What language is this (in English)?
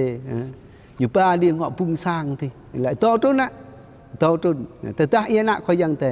Jarai